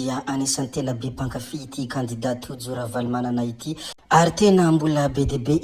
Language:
Malagasy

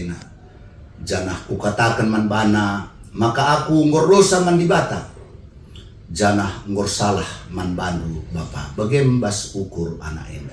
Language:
Batak Karo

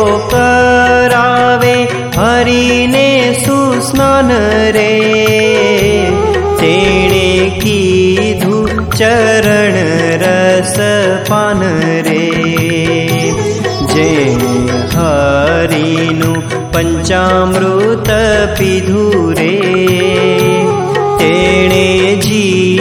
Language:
Gujarati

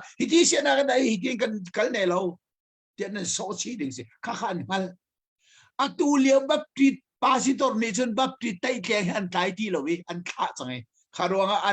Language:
Hakha Chin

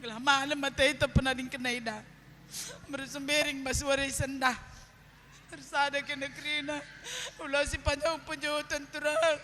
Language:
Batak Karo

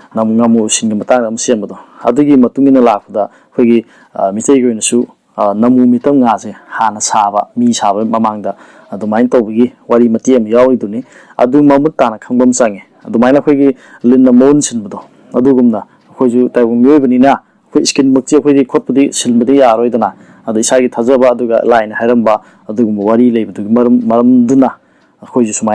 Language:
Manipuri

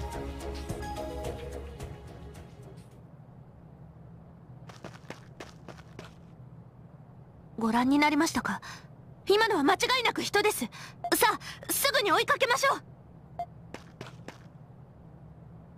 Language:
Japanese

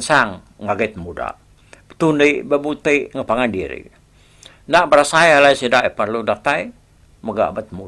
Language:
Iban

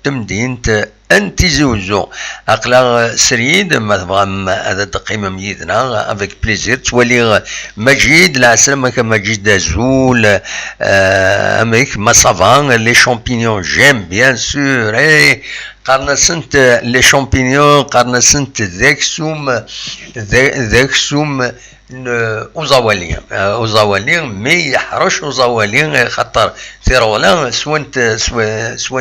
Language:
Kabyle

